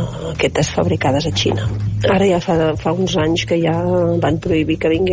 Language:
Catalan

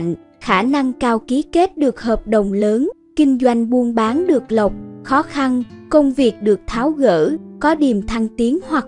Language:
Vietnamese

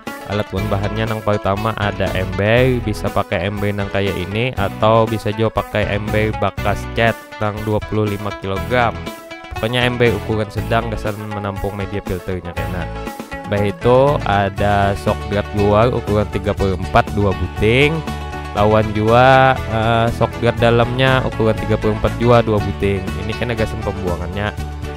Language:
Banjar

